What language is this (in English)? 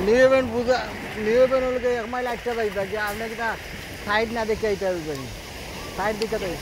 Sylheti